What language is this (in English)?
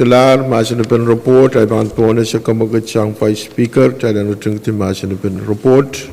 Pohnpeian